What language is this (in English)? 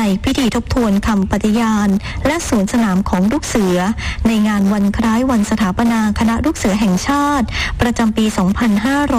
Thai